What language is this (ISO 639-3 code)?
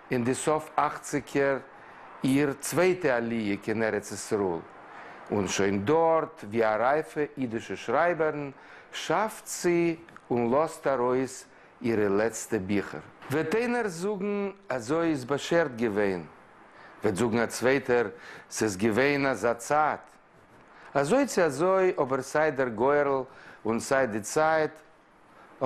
yid